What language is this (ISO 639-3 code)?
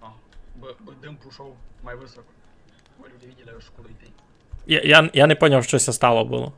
rue